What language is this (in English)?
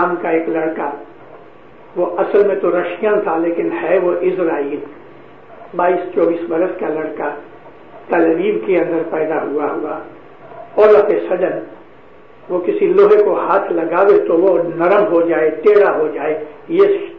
Urdu